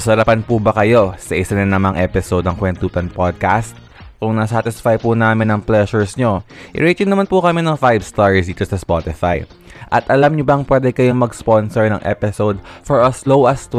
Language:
Filipino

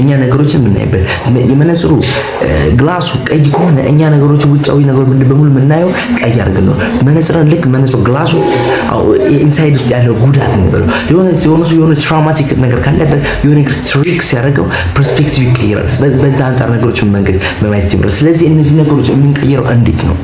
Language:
Amharic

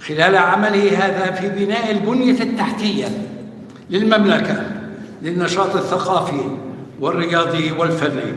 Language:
North Levantine Arabic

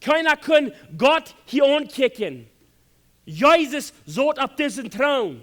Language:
Plautdietsch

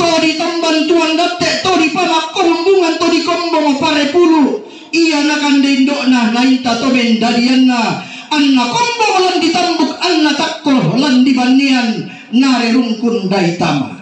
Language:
Toraja-Sa'dan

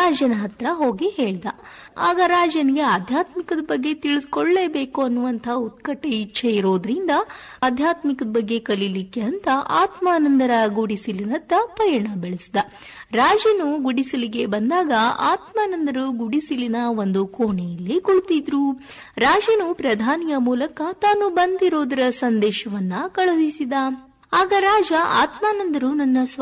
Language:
Kannada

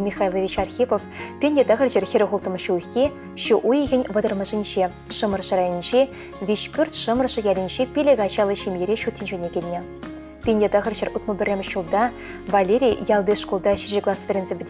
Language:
Chuvash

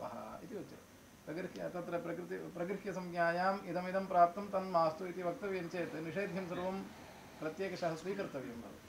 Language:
Sanskrit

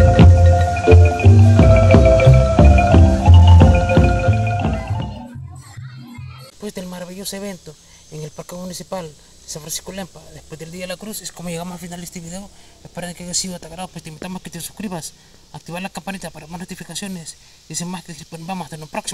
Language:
Spanish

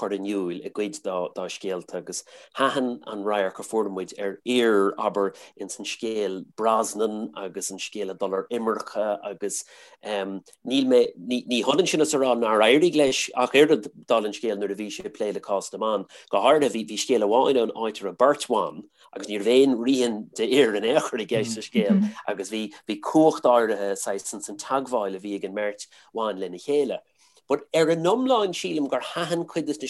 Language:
Irish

